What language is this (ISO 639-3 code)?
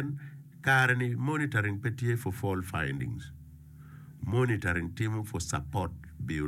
ach